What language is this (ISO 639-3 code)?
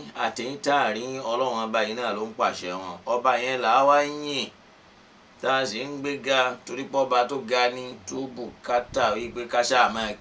yor